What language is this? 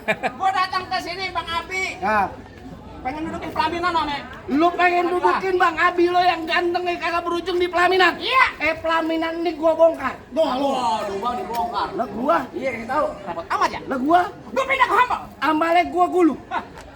Betawi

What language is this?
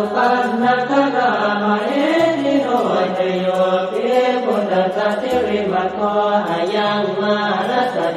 Pali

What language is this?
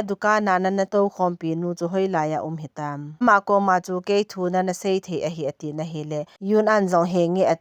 Thado Chin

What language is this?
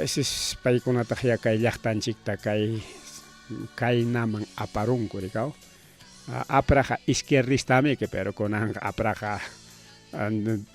Ayacucho Quechua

